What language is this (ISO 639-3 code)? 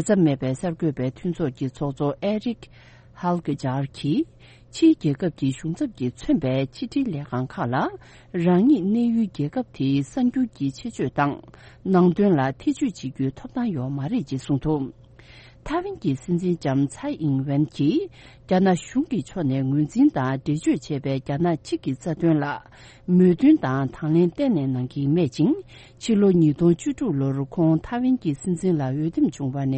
bod